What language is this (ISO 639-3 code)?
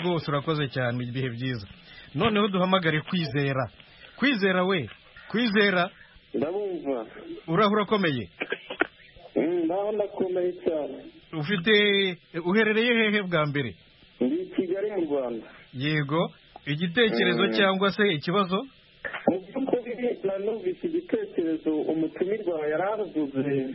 kin